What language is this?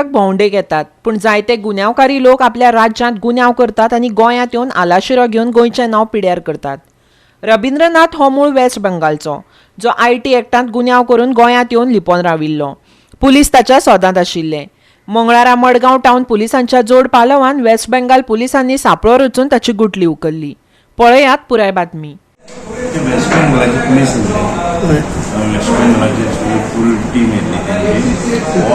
Konkani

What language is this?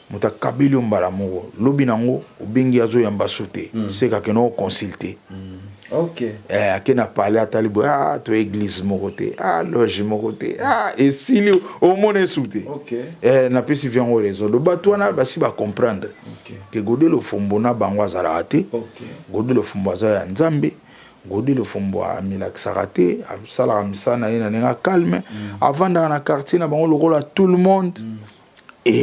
Lingala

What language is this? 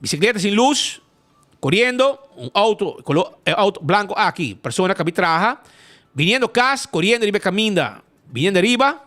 Papiamento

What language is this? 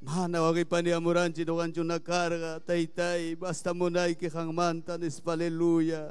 Ayacucho Quechua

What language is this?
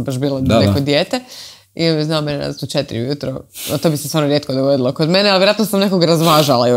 Croatian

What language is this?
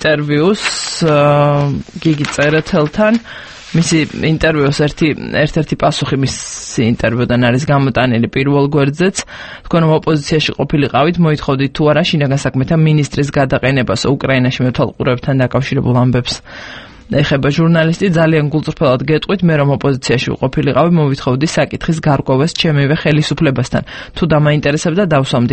Georgian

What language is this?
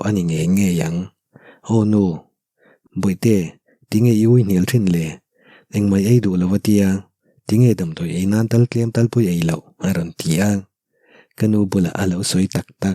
Mizo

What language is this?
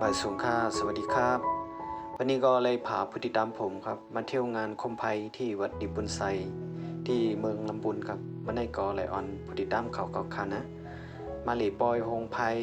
Shan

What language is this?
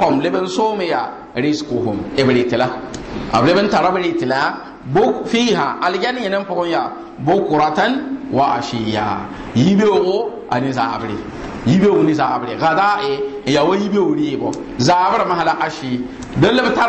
Mossi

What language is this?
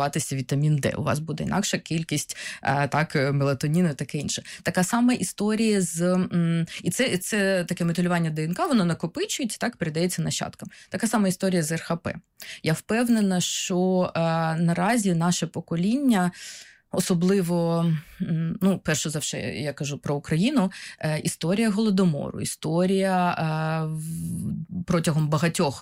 Ukrainian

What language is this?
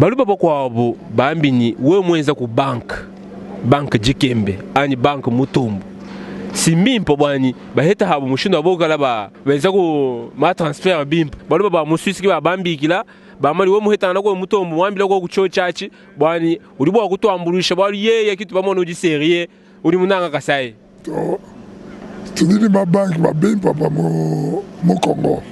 Luba-Lulua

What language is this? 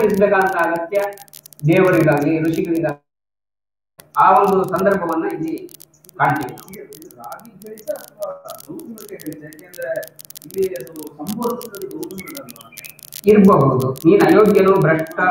Kannada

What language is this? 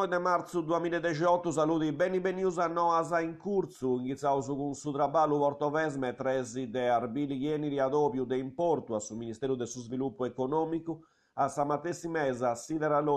Sardinian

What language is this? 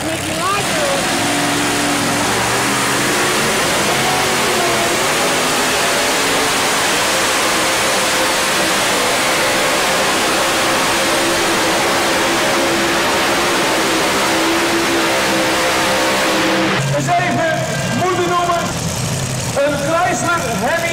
Dutch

